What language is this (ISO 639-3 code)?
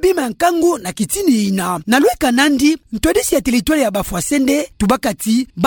ktu